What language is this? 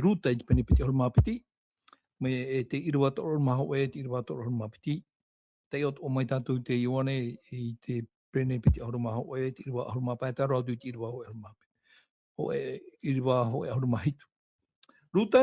Tahitian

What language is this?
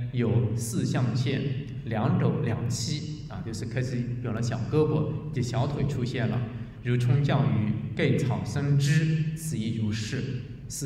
Chinese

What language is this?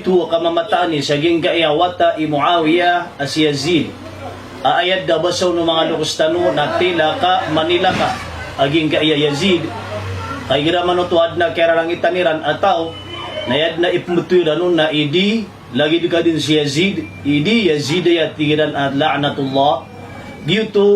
Maranao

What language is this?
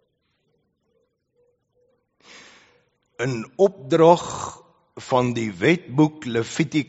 Afrikaans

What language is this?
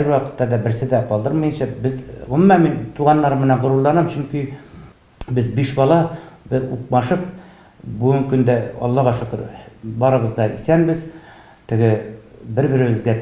Tatar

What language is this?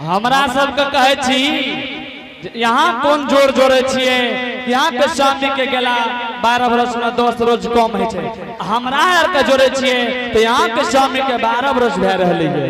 Angika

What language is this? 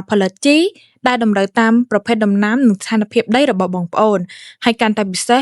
Khmer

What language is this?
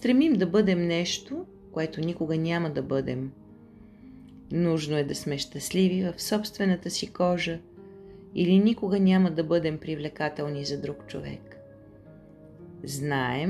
Bulgarian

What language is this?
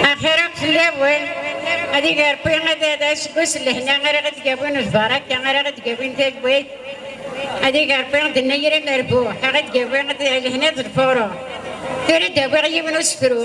Kabyle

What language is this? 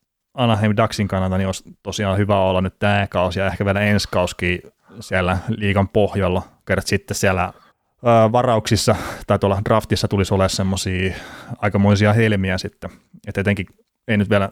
Finnish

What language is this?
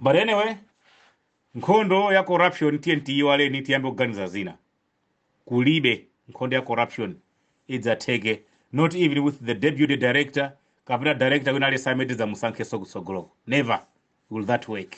Nyanja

